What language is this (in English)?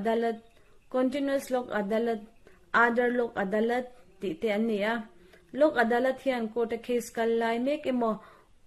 Mizo